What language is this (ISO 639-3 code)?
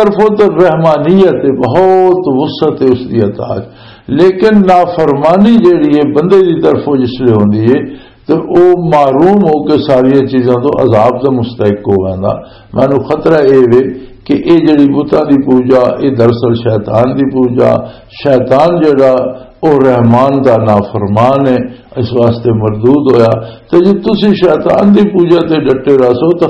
lah